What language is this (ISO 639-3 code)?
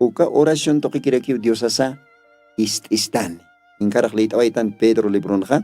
aym